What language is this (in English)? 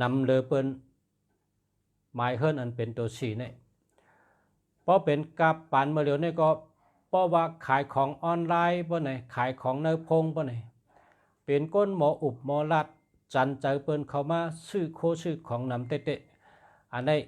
Shan